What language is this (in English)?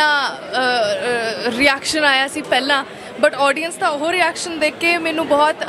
Punjabi